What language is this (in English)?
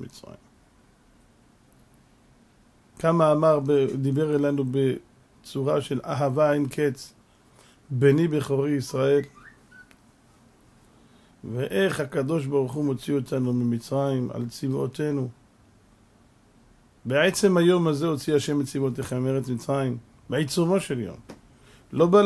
Hebrew